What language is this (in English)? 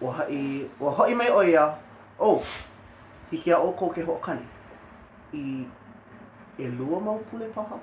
Hawaiian